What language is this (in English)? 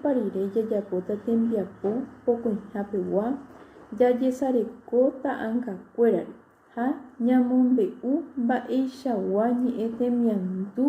Guarani